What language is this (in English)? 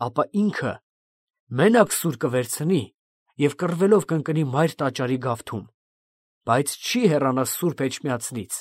Armenian